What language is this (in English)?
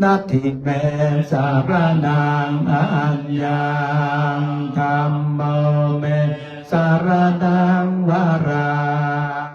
Pali